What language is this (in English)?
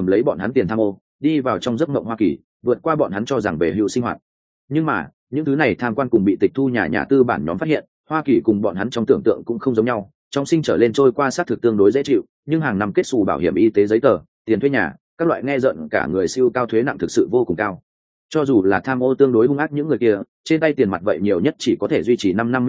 Vietnamese